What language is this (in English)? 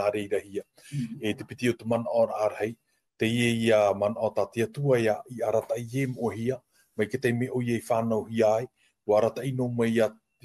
Tahitian